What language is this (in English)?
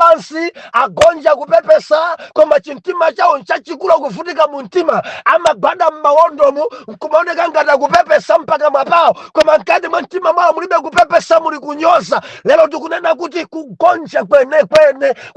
Nyanja